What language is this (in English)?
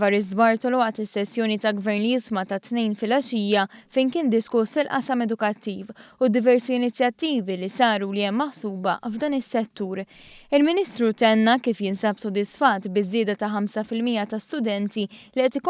Maltese